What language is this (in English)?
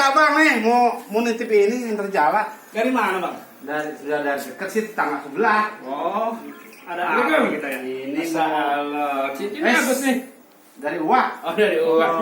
Betawi